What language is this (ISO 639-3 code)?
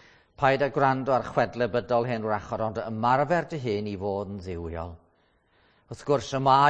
cym